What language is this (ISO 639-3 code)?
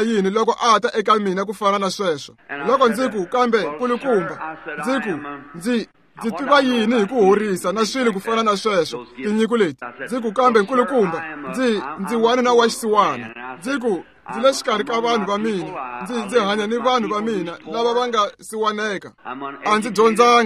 tso